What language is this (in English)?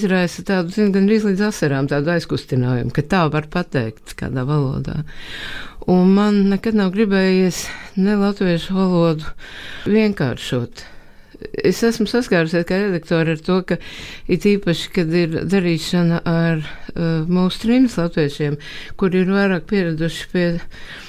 Latvian